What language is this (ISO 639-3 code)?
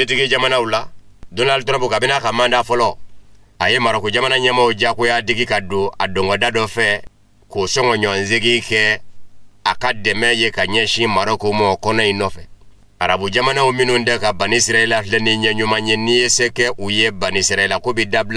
bam